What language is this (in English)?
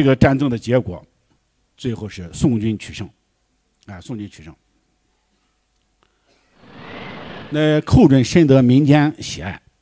Chinese